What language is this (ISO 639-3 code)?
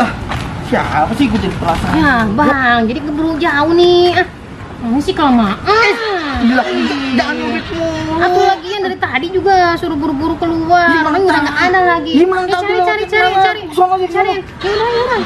bew